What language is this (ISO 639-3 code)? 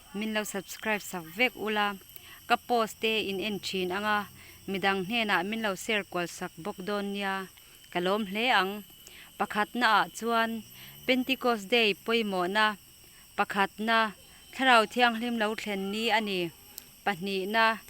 lus